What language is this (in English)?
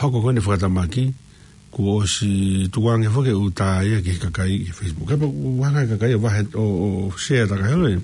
Tongan